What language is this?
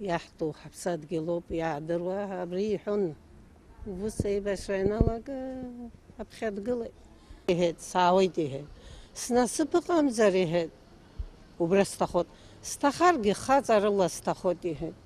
Abkhazian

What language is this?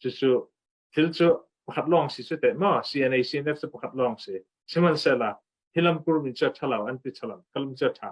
Hakha Chin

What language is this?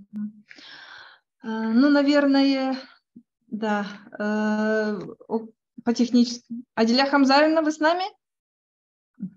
Russian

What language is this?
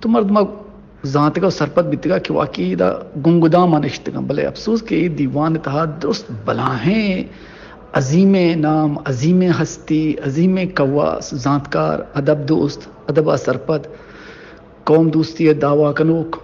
Baluchi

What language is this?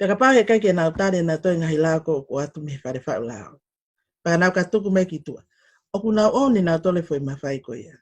Tongan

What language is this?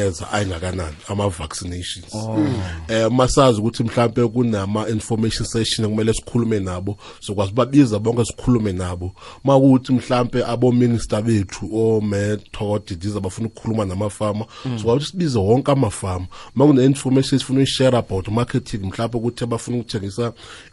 South Ndebele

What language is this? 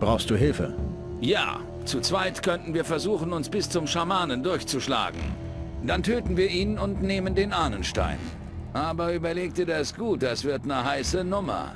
Bavarian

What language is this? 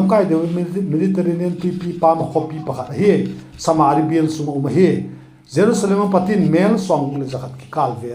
Vaiphei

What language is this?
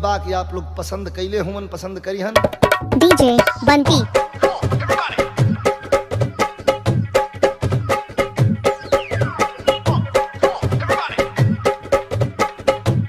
Bhojpuri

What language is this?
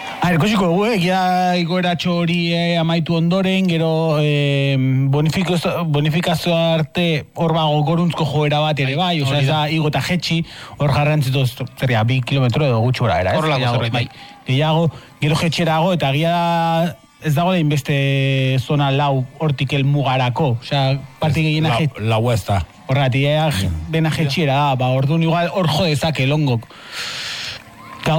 Basque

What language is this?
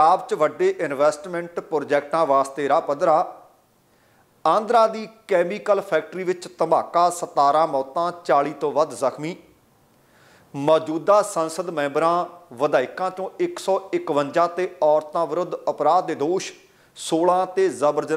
Punjabi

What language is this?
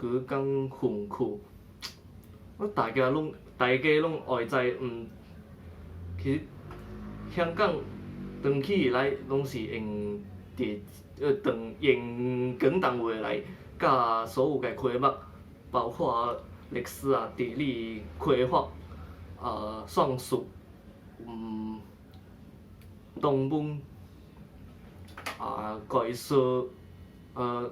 Min Nan Chinese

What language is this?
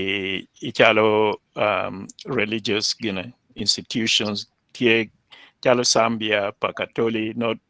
Acoli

